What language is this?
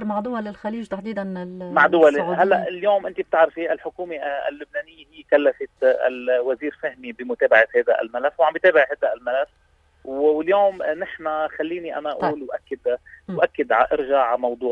North Levantine Arabic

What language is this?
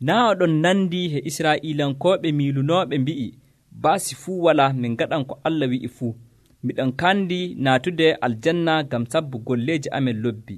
Nigerian Fulfulde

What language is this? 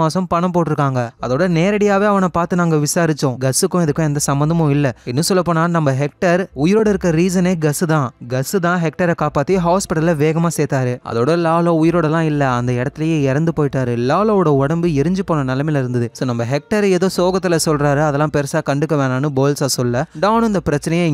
Tamil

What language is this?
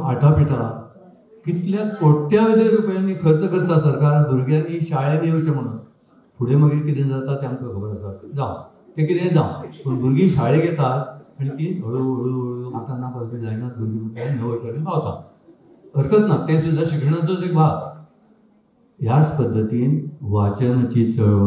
Konkani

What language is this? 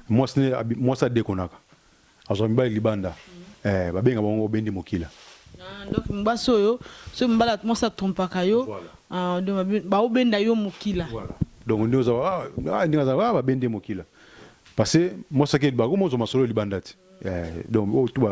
Lingala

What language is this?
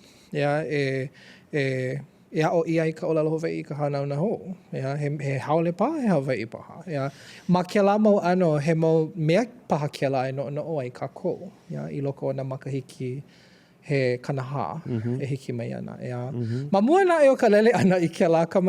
Hawaiian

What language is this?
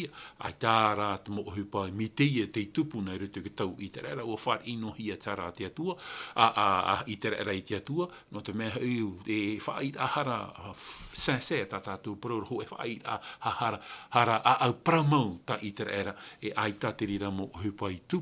Tahitian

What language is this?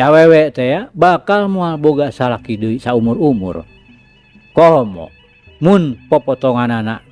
Sundanese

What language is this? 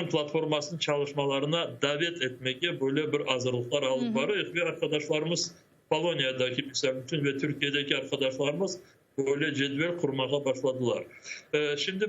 Crimean Tatar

